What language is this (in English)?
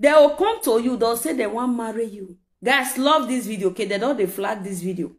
Nigerian Pidgin